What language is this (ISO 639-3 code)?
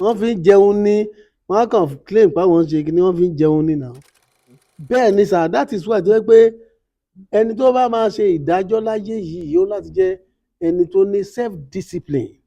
yor